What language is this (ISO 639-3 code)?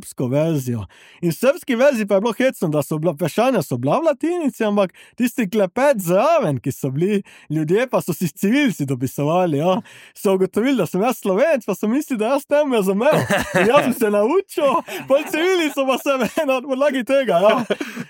slv